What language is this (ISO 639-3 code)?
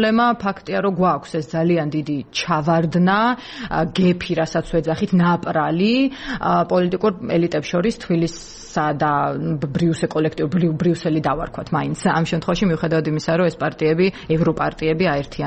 kat